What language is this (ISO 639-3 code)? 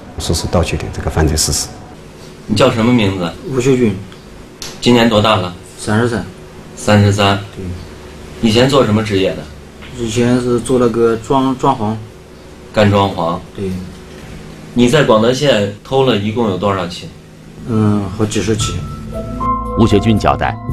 zho